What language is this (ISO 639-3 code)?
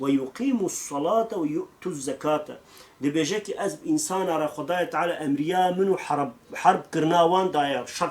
kur